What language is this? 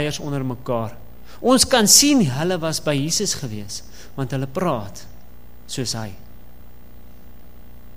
Afrikaans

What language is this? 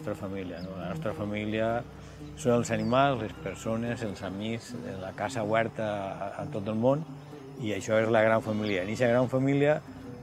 Catalan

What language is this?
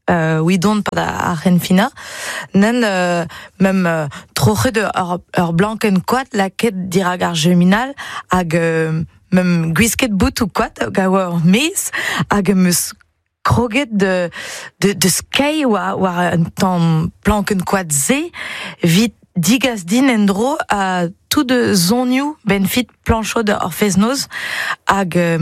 Breton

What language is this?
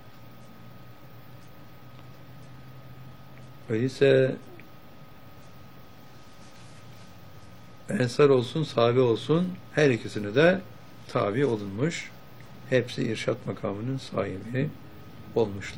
Turkish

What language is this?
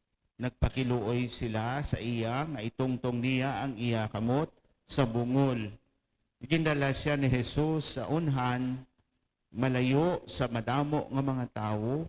Hiligaynon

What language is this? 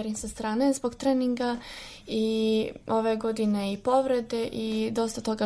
Serbian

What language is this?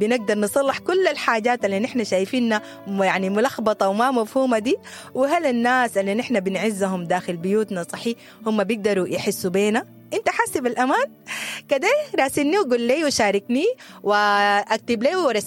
Sudanese Arabic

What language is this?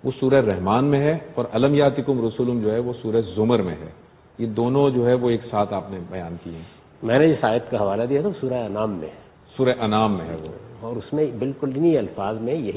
Urdu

